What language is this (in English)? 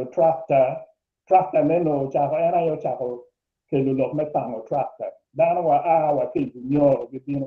Acoli